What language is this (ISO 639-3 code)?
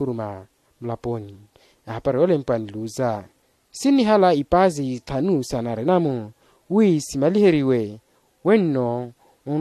vmw